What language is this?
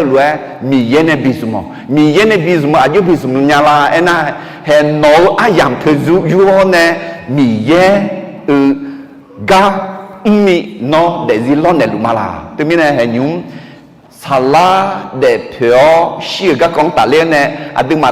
Akha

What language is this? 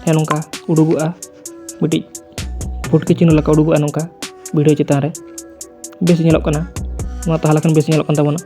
Santali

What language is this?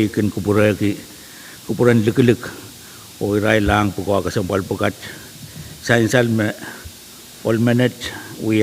Pohnpeian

